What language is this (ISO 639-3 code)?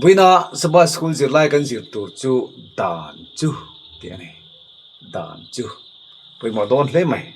lus